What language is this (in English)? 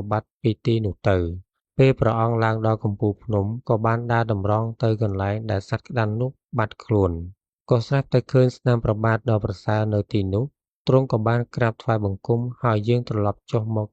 Khmer